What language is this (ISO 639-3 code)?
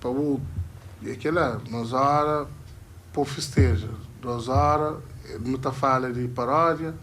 kea